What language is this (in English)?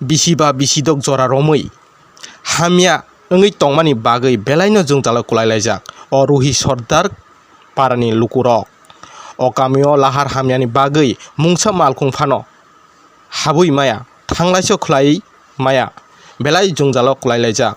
Kok Borok